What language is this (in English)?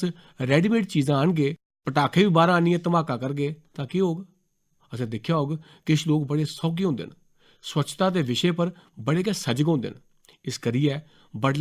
Dogri